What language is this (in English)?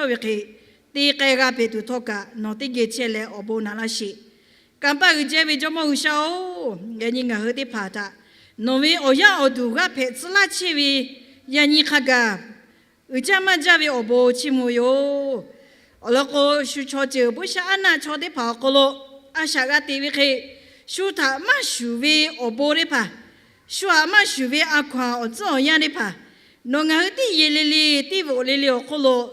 Lahu